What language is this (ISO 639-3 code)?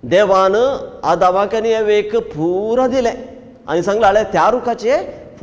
kok